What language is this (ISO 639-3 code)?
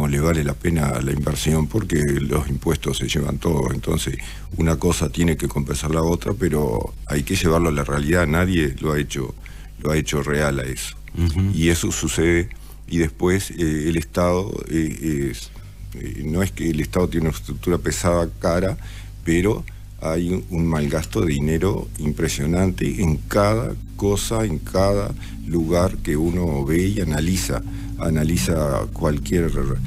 spa